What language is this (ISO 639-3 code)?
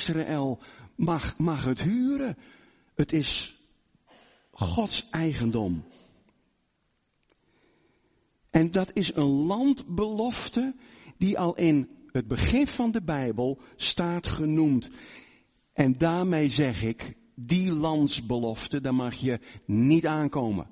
nld